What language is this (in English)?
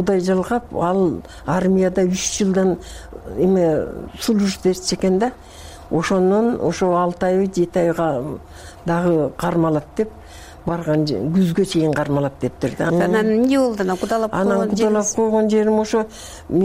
Kyrgyz